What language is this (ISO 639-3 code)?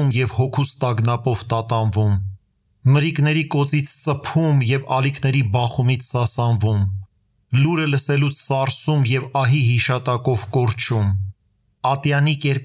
hye